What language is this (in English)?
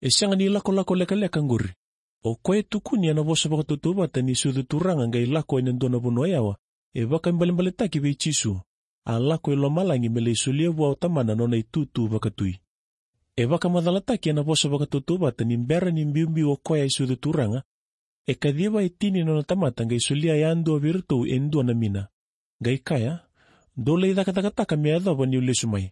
Fijian